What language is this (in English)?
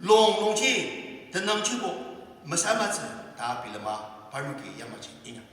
Ao Naga